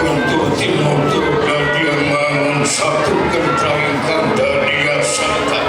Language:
Sundanese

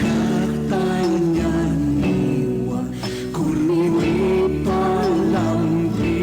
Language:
Aymara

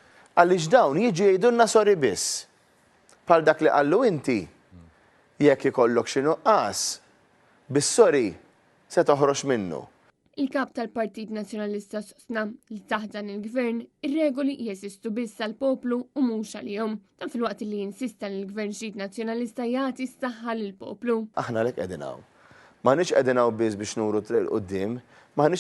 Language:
Maltese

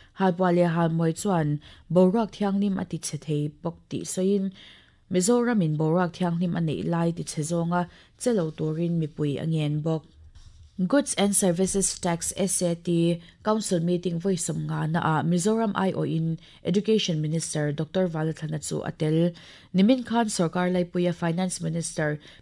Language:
Mizo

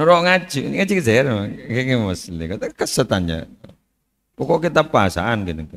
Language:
Madurese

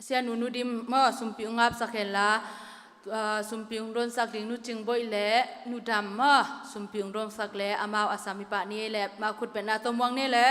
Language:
Tedim Chin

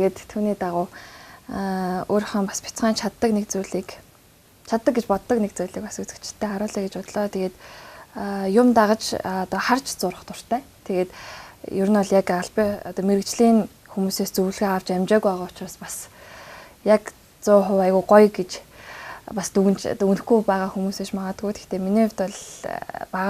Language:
Mongolian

